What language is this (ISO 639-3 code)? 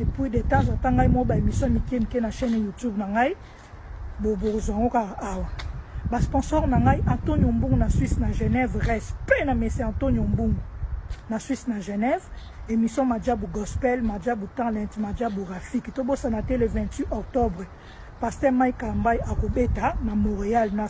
lin